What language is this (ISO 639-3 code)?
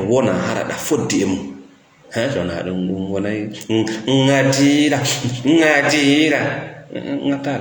ful